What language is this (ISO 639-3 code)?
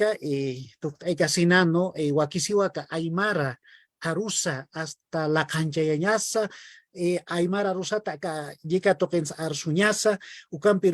aym